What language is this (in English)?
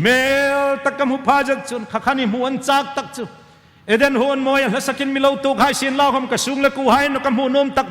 Hmar